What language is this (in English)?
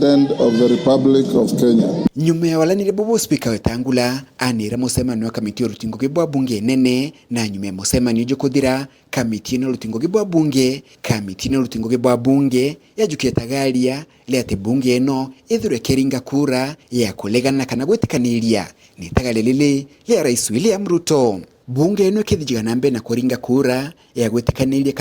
Meru